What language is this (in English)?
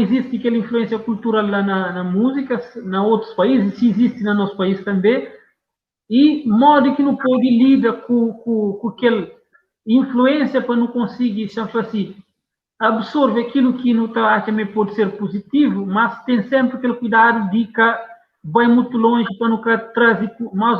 Kabuverdianu